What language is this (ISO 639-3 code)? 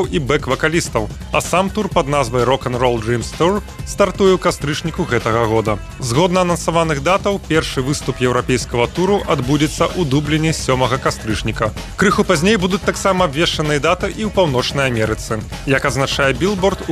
bel